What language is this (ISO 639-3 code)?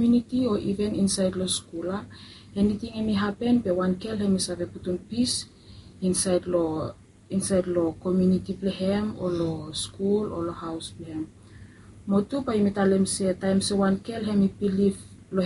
bis